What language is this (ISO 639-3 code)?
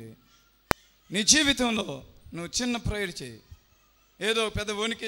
tel